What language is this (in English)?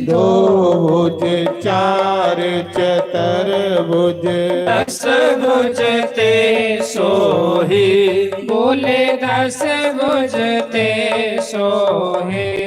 Dogri